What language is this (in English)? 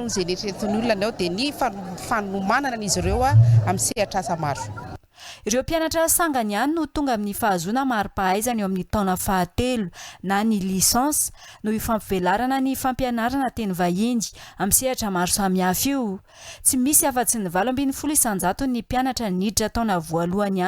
Malagasy